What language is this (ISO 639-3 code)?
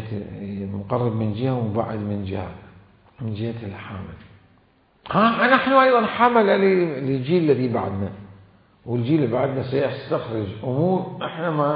acm